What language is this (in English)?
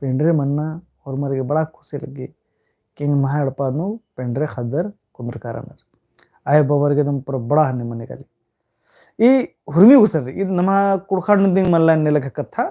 Kurukh